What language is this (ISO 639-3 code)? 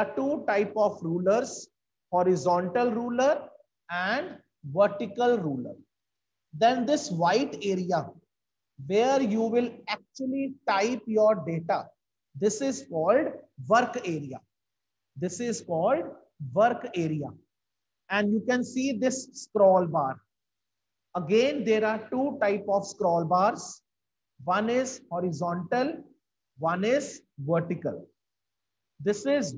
eng